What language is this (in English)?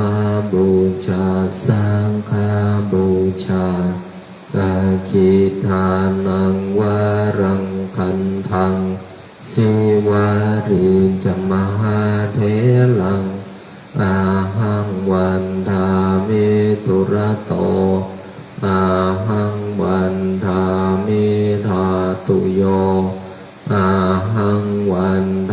Pali